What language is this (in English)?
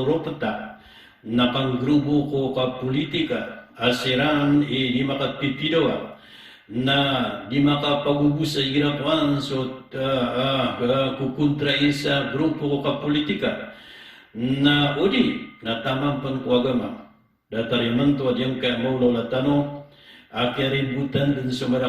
Maranao